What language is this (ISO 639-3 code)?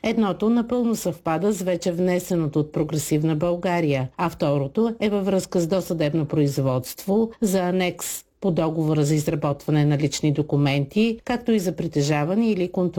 bul